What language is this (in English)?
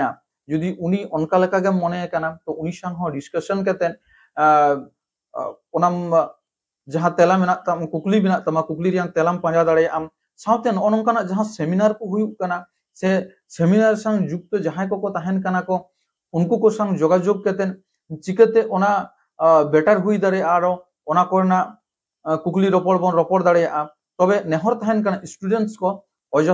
Santali